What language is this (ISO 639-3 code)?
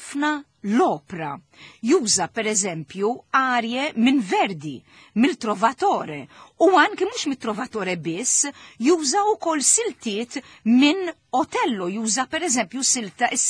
mlt